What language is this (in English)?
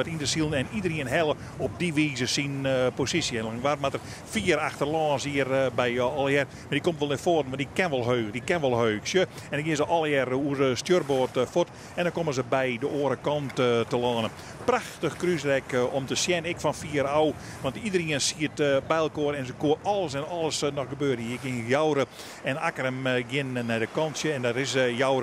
Western Frisian